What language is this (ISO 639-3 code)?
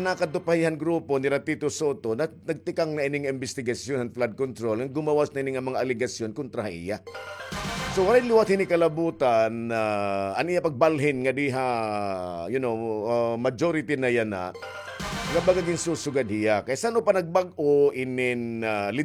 war